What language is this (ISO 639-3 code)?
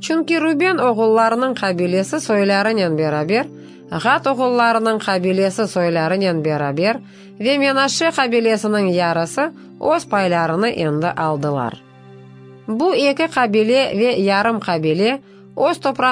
crh